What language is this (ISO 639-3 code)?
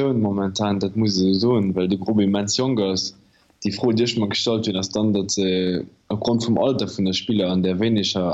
ltz